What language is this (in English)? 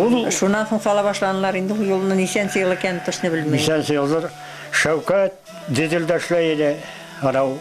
Bashkir